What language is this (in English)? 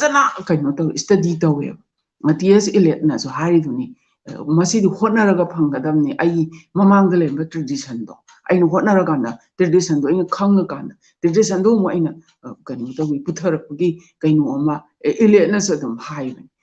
Manipuri